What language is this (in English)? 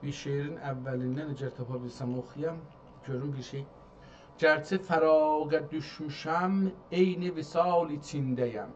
South Azerbaijani